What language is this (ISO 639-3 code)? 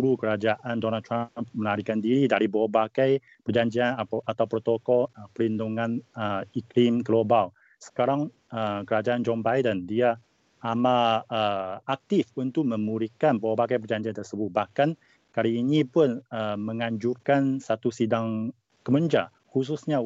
msa